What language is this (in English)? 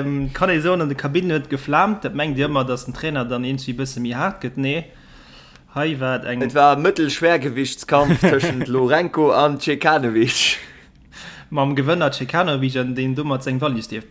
Luxembourgish